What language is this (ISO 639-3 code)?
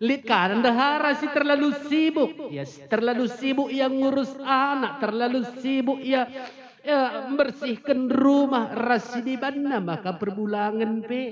btx